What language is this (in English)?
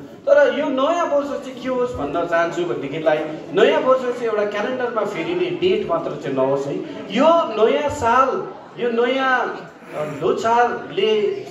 Nepali